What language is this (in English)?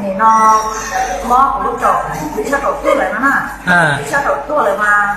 Hmong